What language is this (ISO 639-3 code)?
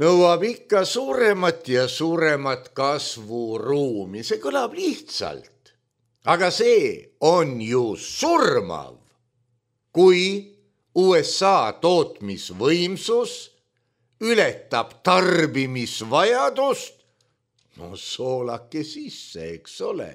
est